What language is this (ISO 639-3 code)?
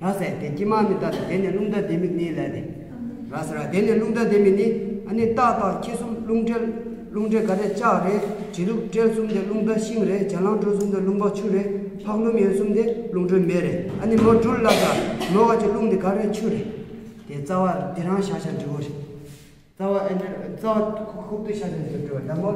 bod